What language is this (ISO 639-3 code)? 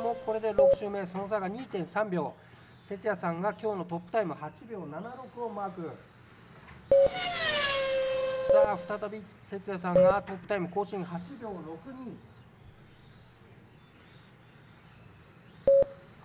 jpn